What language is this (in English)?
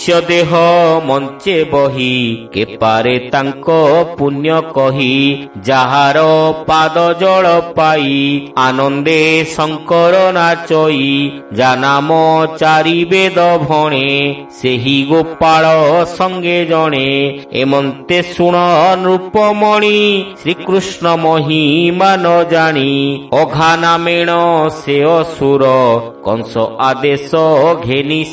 Odia